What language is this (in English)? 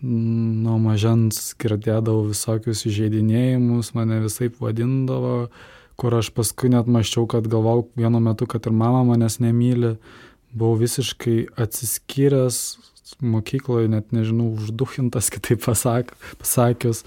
Lithuanian